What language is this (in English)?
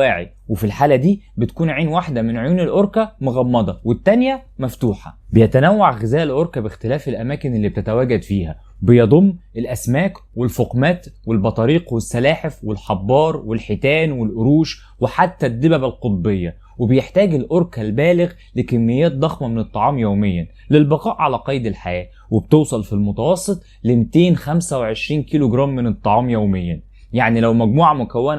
Egyptian Arabic